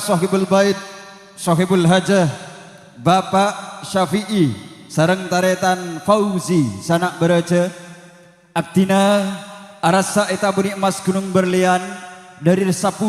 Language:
Madurese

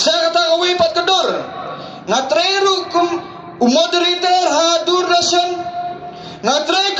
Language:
Khasi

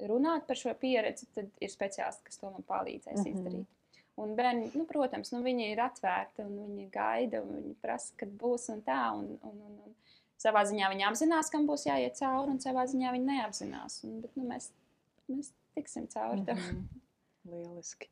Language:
Latvian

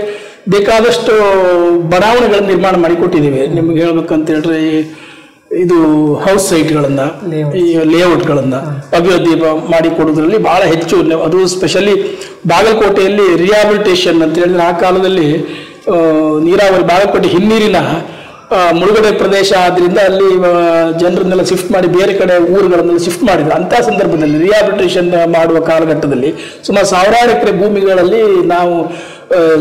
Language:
Kannada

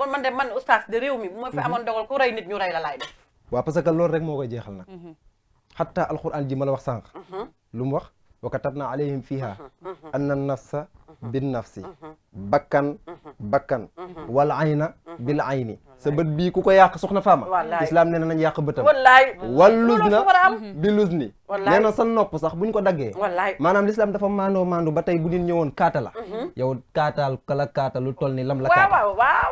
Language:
Wolof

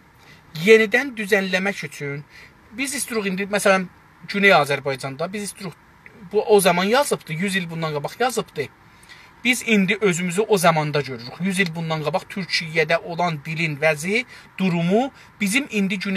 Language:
South Azerbaijani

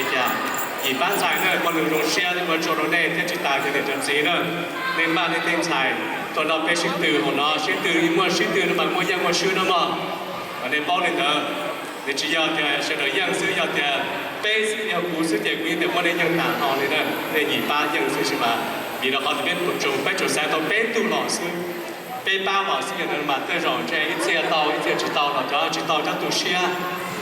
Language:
Hmong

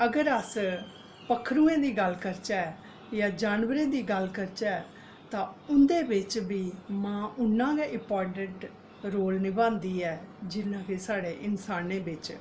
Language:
Dogri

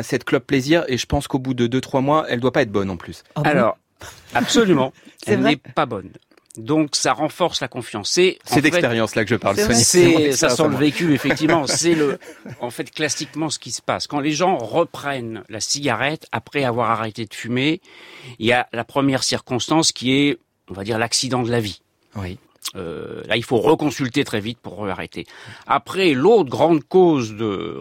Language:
French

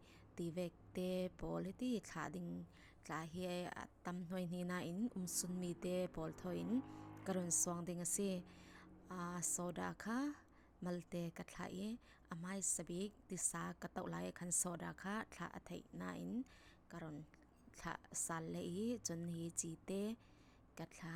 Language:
Falam Chin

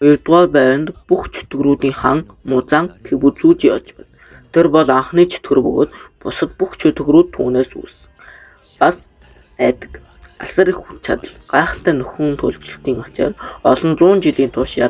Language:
Mongolian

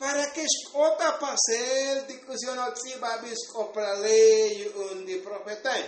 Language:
Tzotzil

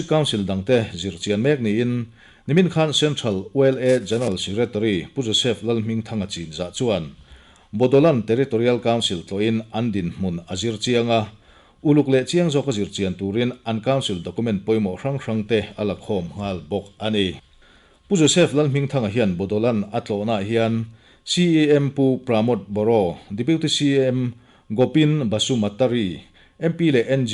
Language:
Mizo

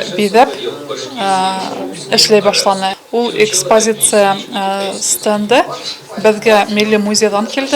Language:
Bashkir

